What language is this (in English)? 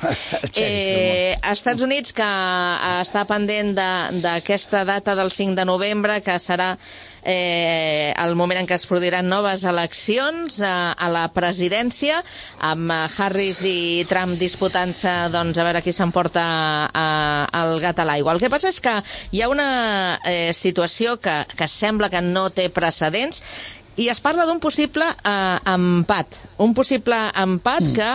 Catalan